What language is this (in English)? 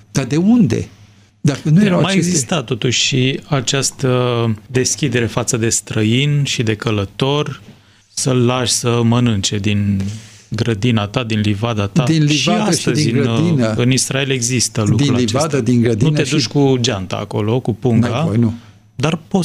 Romanian